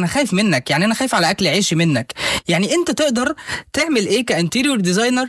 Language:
Egyptian Arabic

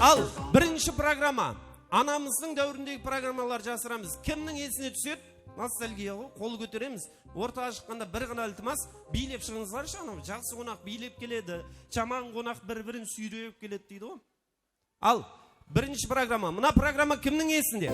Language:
Kara-Kalpak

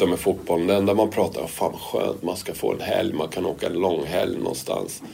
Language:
Swedish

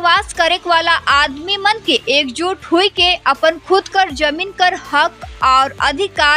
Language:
Sadri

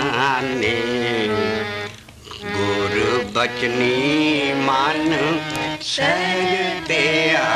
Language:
Punjabi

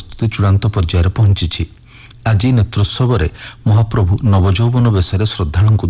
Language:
Odia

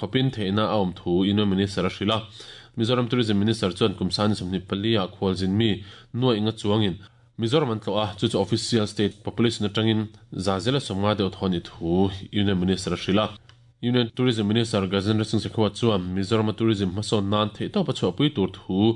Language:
Mizo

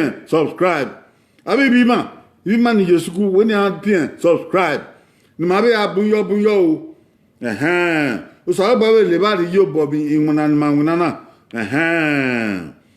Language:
Bini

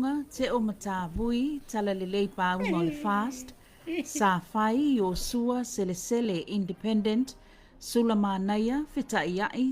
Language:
Samoan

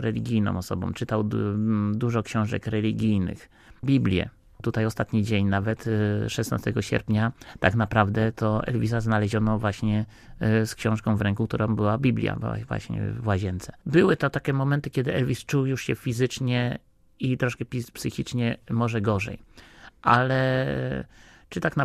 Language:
Polish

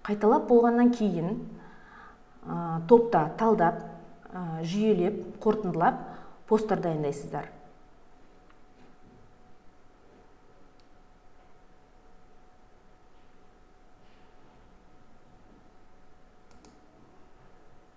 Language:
Kazakh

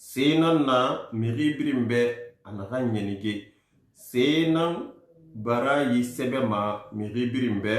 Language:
Susu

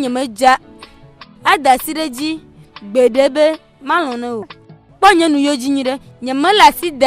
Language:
Ewe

